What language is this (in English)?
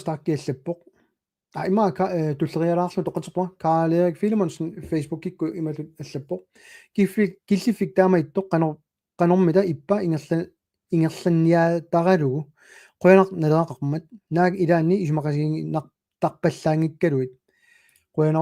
Kalaallisut